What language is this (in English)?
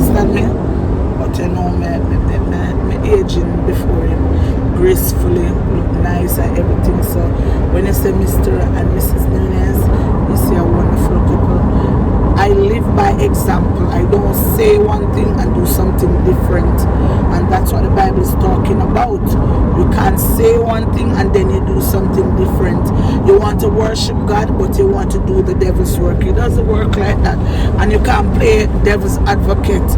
Jamaican Creole English